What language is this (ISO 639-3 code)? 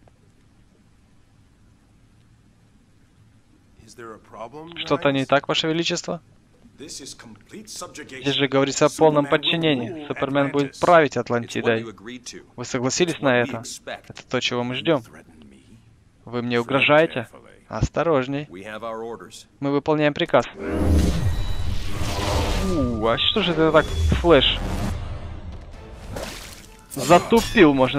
rus